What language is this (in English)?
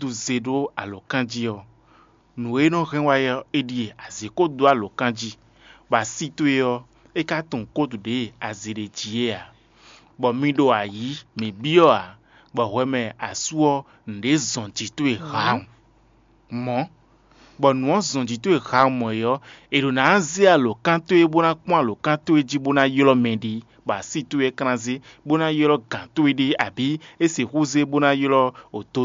Fon